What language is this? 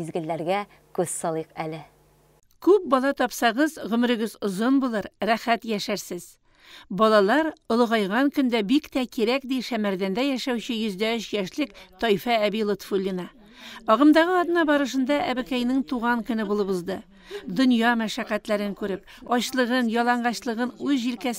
Tatar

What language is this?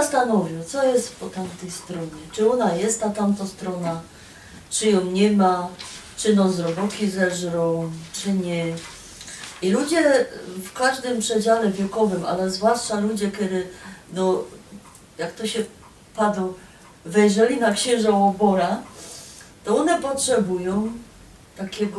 Silesian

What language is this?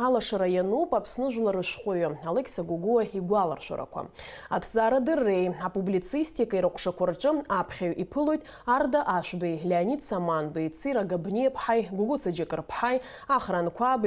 Abkhazian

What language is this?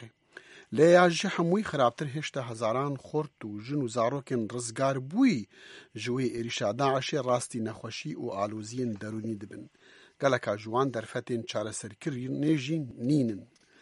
Kurdish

